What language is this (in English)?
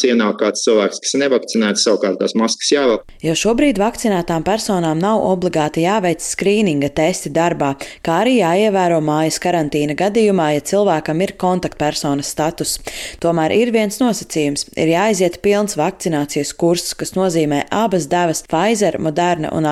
Latvian